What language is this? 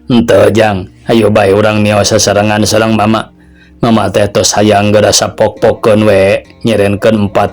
Sundanese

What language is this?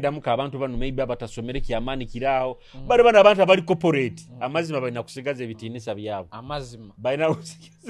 Nyoro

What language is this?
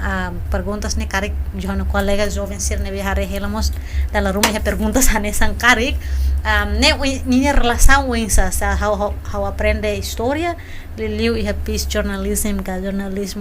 Tetum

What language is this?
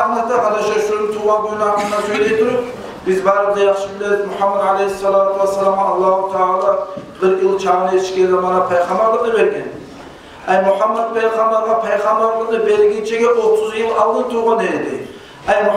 Kumyk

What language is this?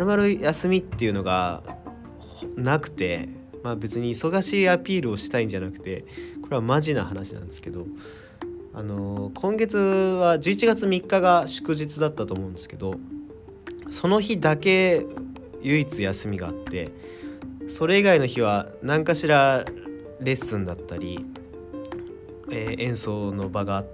Japanese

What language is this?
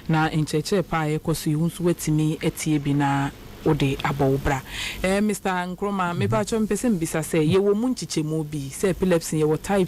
Akan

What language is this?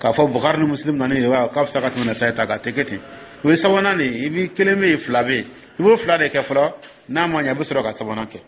Dyula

